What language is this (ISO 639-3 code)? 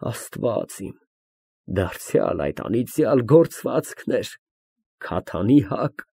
hye